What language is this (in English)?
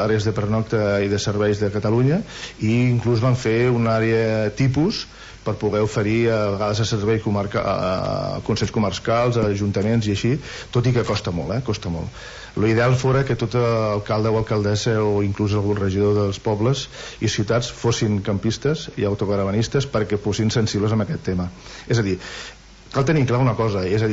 Catalan